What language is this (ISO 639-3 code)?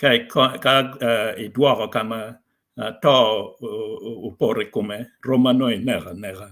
ach